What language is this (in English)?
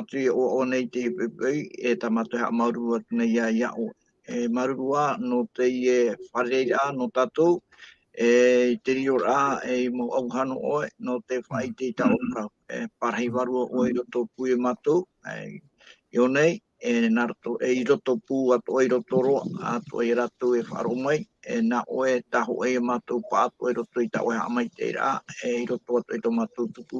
Tahitian